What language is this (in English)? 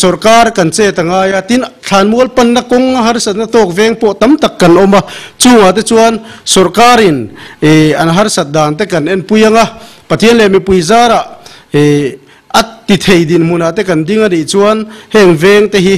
Mizo